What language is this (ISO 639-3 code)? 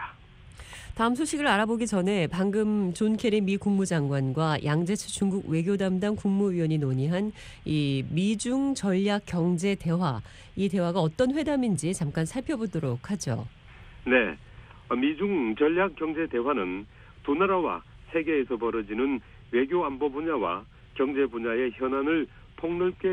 kor